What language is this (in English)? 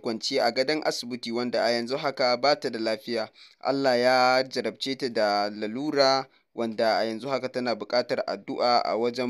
Hausa